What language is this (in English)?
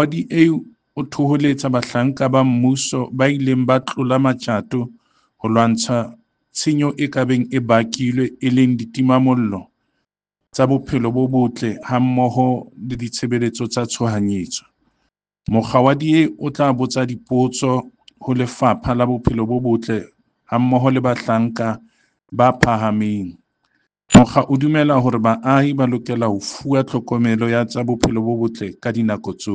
Southern Sotho